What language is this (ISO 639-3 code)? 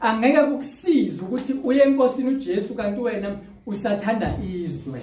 zul